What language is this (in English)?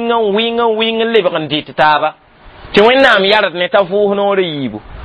Mossi